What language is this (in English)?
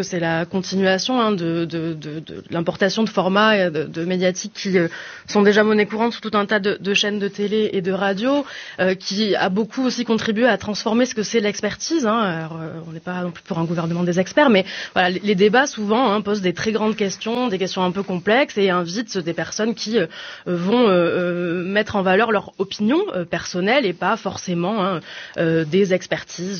French